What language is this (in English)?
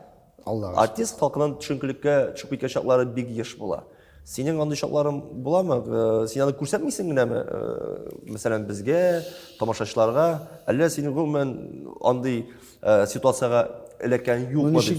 Tatar